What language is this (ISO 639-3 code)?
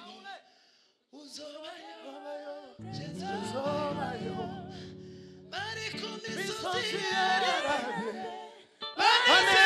kin